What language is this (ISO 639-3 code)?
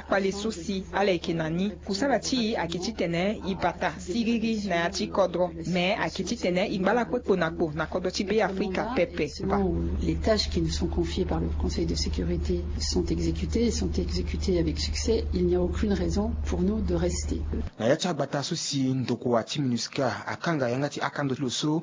sag